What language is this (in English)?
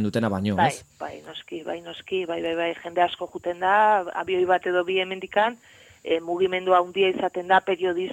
Basque